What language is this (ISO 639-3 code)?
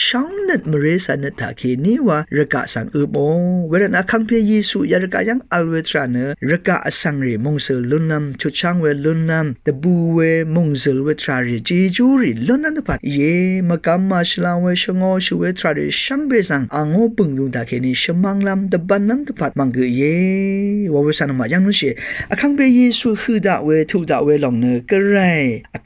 raw